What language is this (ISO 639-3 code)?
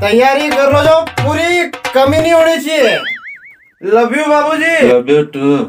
raj